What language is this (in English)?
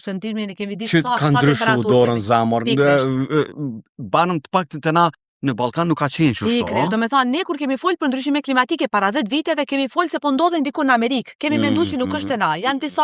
Albanian